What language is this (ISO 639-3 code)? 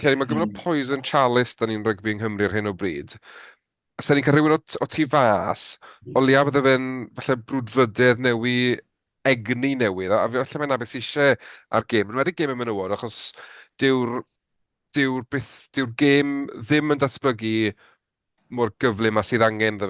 cym